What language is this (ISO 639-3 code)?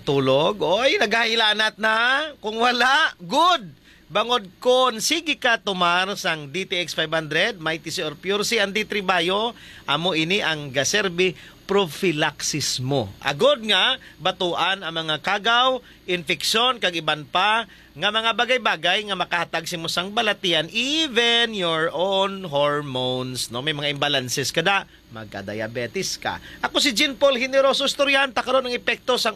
hil